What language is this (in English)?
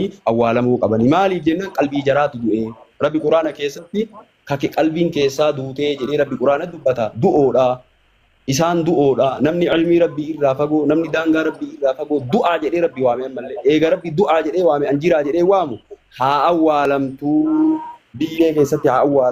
Oromo